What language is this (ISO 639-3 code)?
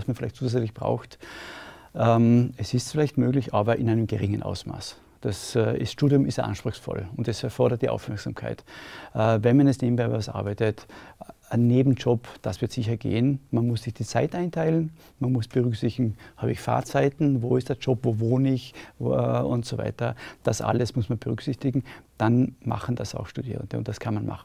deu